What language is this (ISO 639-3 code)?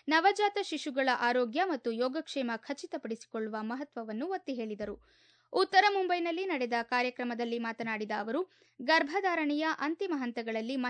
kan